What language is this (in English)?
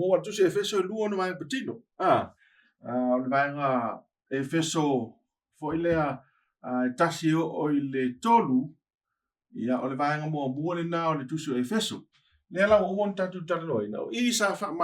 Samoan